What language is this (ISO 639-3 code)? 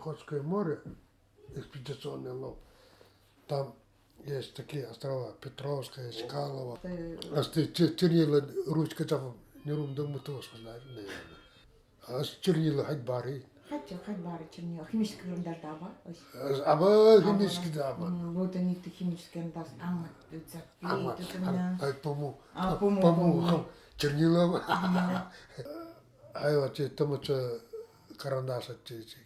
gld